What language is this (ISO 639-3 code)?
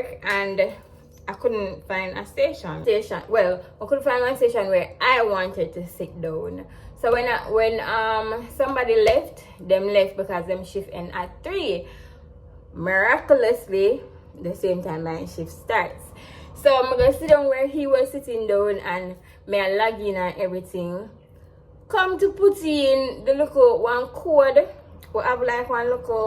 jam